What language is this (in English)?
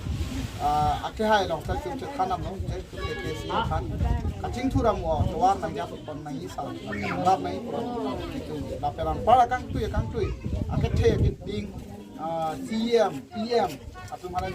Karbi